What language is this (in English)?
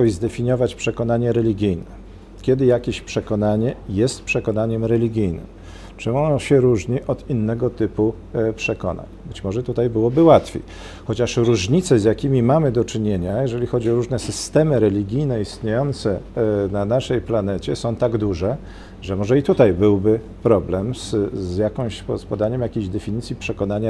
Polish